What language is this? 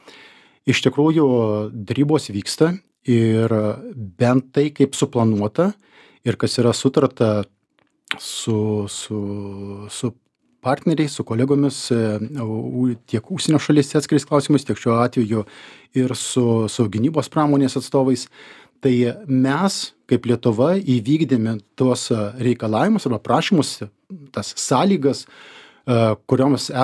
Lithuanian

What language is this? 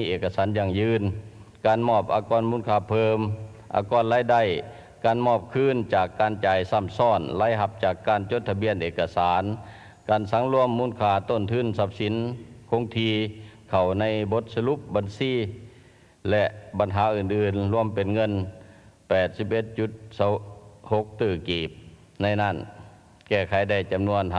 Lao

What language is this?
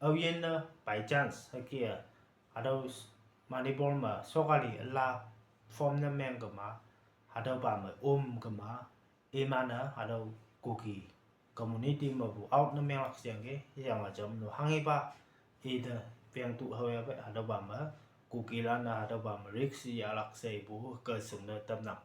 Konyak Naga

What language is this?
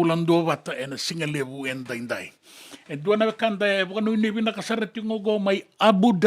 Fijian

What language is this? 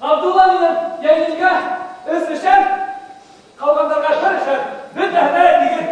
Bashkir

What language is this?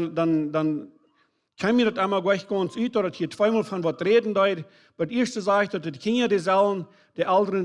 Plautdietsch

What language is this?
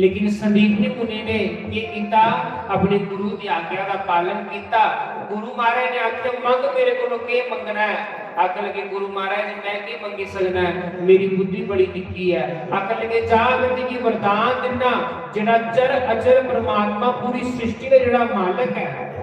Dogri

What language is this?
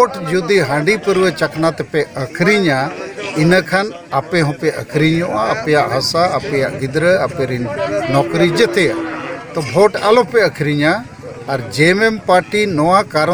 Santali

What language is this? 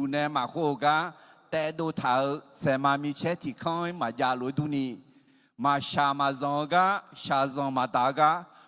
Akha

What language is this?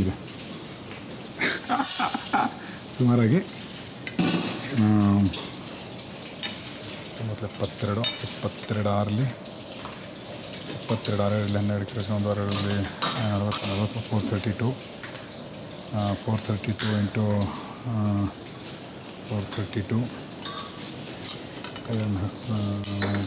Kannada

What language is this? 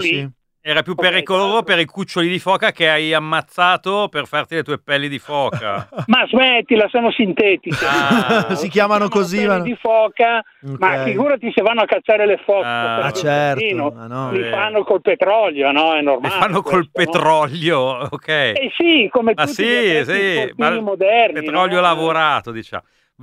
Italian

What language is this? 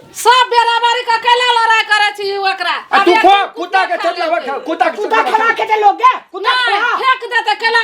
Maithili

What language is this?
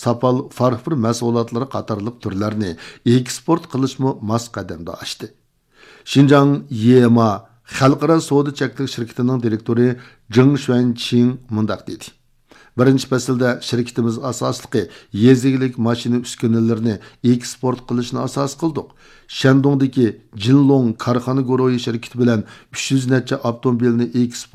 Uyghur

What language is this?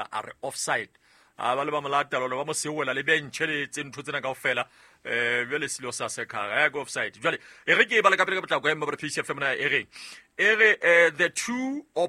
Southern Sotho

